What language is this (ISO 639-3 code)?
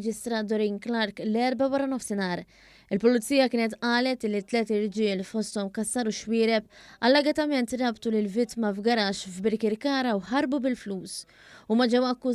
mlt